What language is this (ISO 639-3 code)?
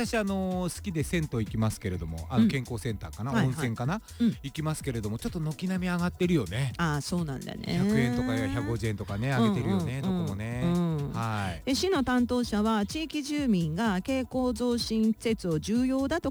jpn